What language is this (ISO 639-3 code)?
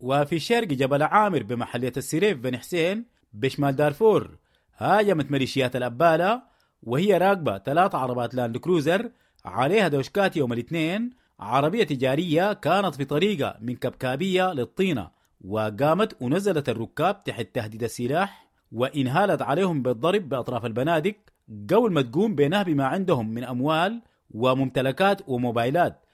apd